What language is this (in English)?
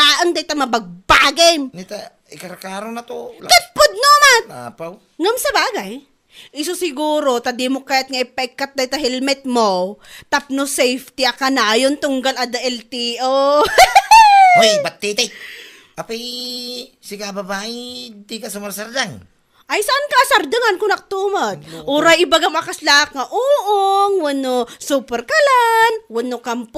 Iloko